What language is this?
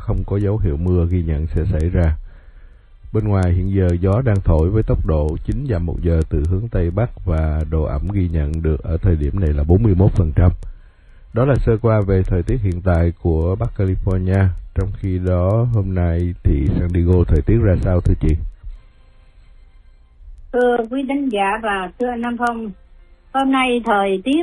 Vietnamese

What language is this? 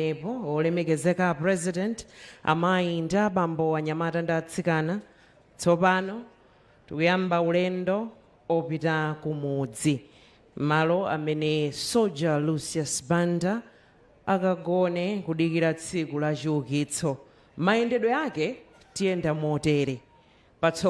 Nyanja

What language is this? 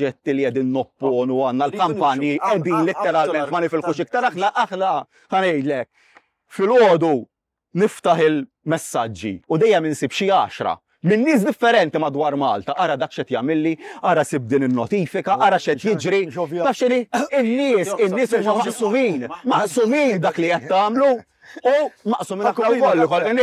Maltese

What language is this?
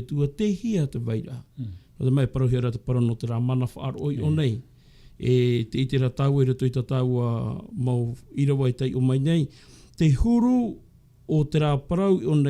Tahitian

